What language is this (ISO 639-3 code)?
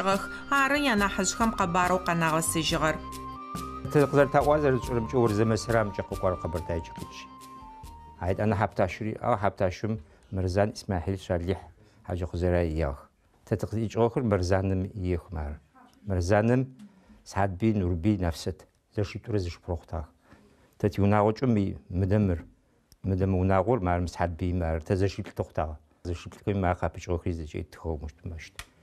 ady